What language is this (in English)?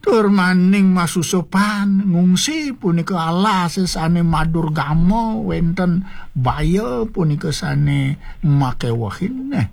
Balinese